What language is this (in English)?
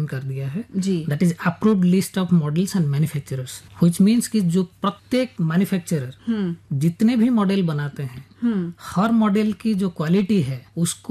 Hindi